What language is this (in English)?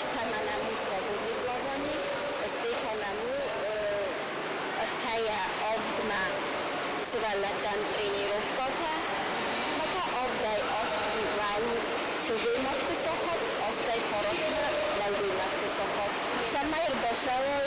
Ossetic